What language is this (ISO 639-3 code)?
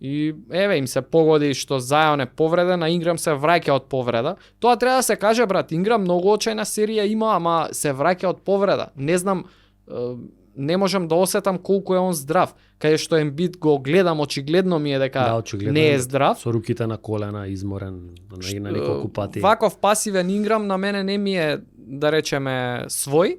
mkd